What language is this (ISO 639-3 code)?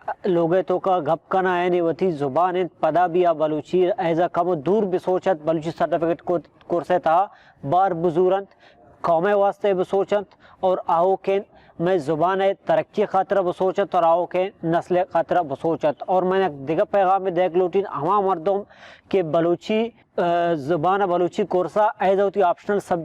bal